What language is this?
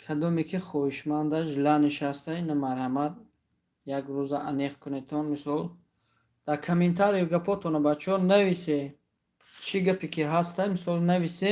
Tajik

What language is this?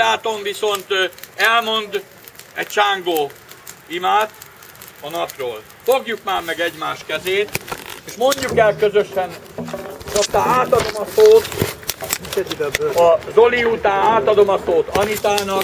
Hungarian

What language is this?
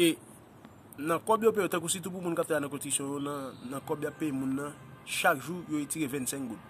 Haitian Creole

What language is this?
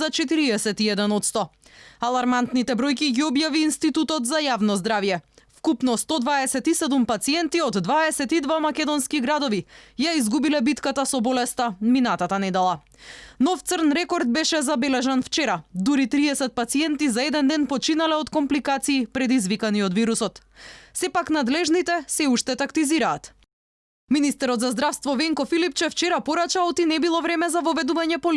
Macedonian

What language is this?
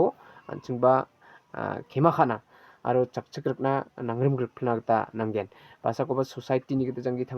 Garo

